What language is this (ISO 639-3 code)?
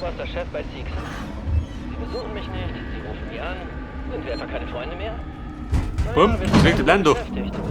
bar